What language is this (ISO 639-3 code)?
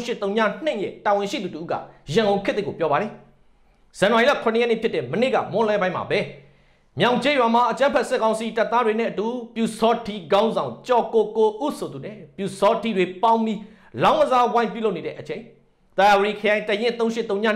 mya